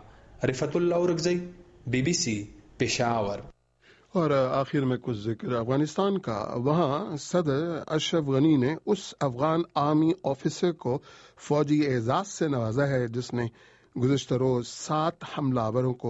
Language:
Urdu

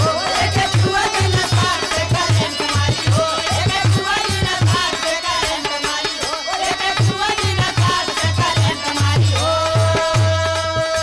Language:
Bhojpuri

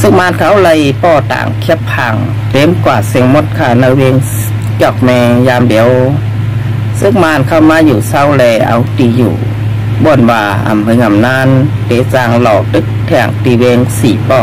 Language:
Shan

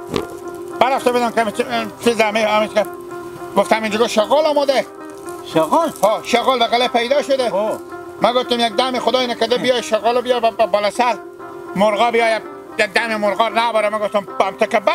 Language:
Hazaragi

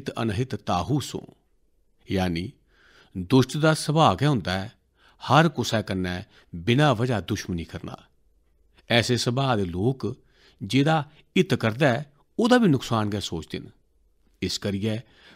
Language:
Dogri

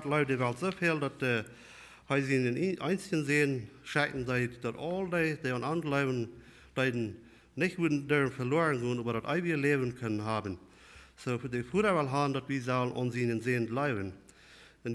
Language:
Plautdietsch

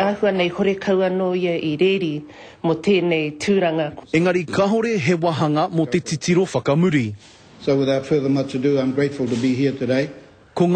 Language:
Māori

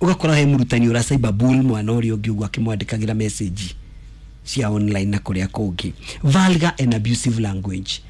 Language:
Kikuyu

